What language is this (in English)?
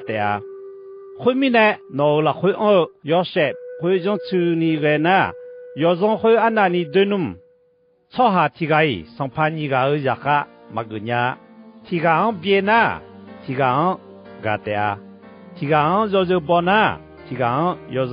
Akha